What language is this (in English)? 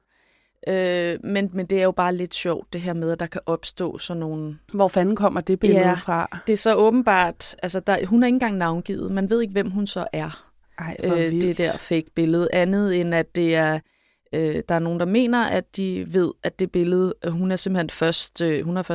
Danish